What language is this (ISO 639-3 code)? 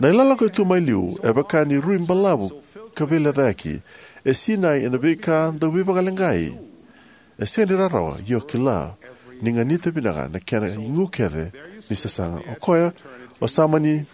fij